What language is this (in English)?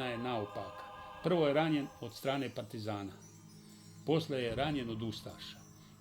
Bosnian